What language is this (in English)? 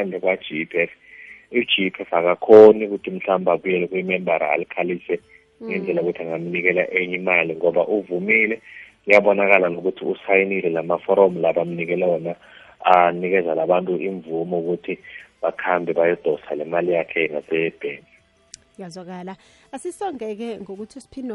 South Ndebele